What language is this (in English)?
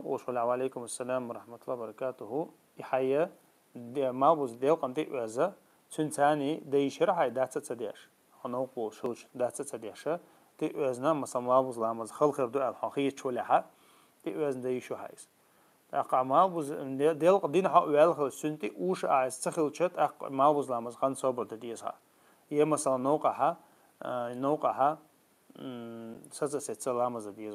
Chechen